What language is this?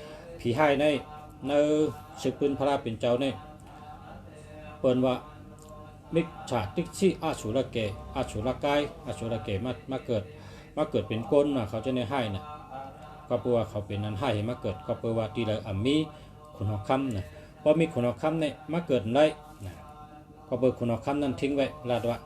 Shan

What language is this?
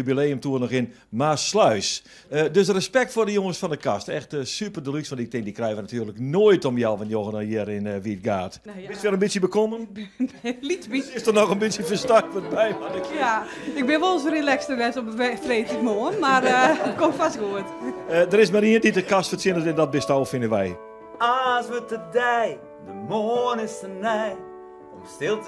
Western Frisian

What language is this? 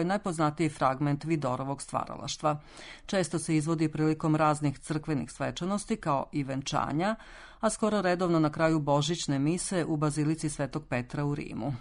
Serbian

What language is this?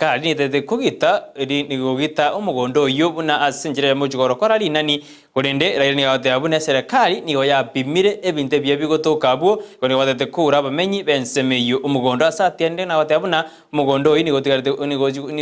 Gusii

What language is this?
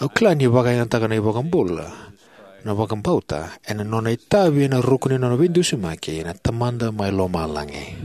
Fijian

